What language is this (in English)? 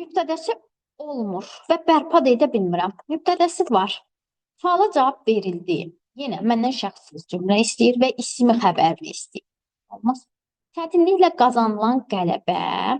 Azerbaijani